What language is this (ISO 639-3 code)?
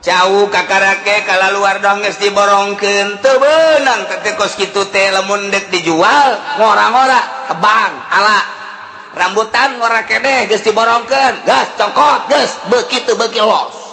sun